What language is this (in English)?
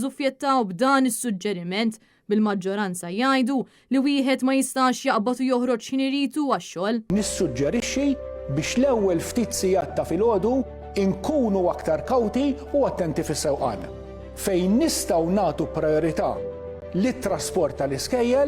Maltese